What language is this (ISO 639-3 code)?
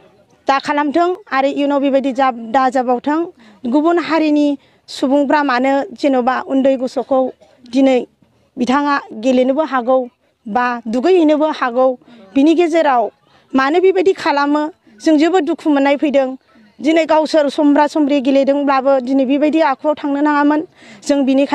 brx